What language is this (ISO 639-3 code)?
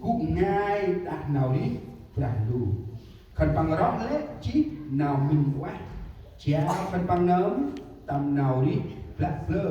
cmo